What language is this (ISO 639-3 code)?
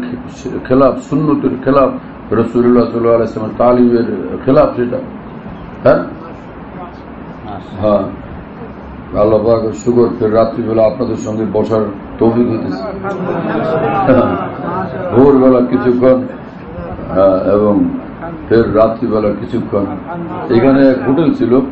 ben